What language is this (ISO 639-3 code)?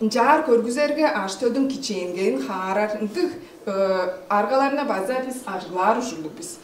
tyv